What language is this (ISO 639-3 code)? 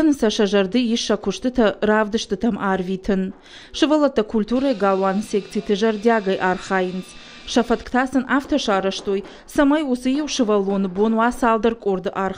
oss